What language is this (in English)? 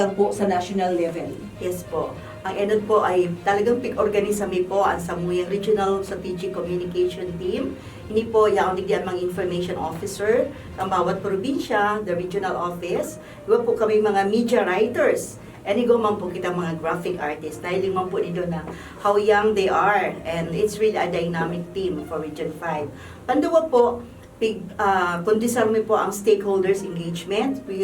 Bikol